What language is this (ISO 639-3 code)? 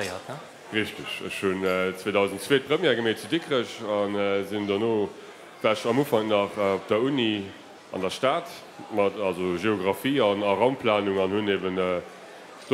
ltz